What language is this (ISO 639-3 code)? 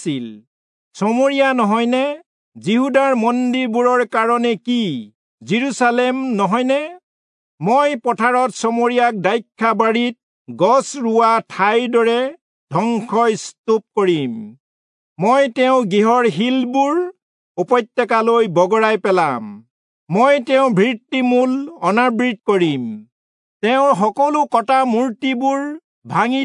asm